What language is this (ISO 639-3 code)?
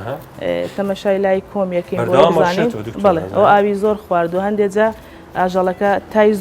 ckb